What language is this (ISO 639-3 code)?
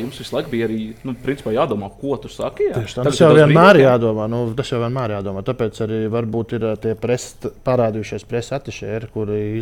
lav